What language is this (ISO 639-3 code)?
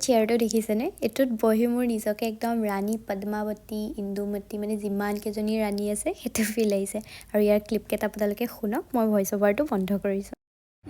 asm